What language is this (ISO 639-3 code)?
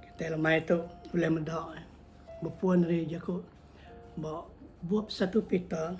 iba